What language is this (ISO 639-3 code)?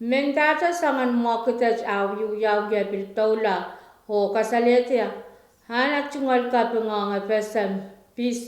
pon